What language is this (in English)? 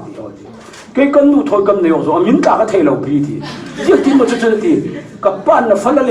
Falam Chin